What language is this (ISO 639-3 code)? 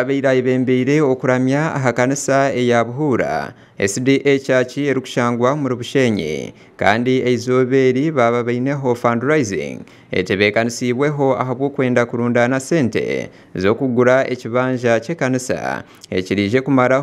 nyn